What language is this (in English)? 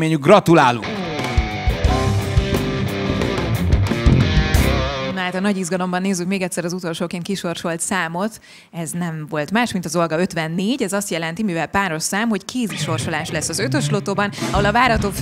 Hungarian